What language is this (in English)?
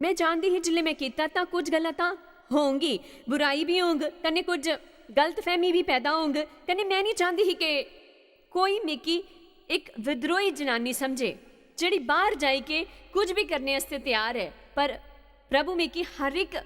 Dogri